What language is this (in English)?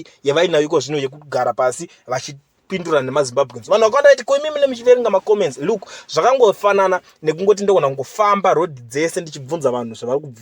Shona